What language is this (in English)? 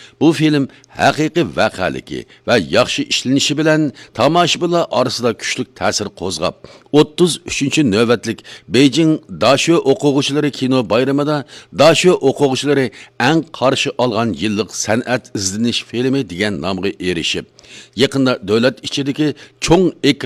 Uyghur